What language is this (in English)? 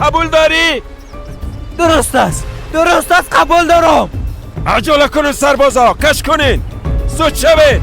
Persian